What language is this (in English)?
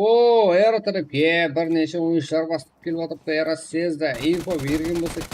Kara-Kalpak